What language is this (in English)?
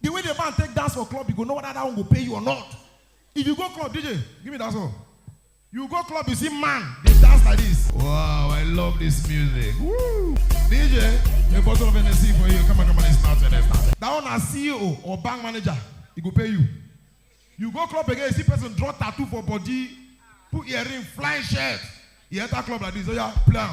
Nigerian Pidgin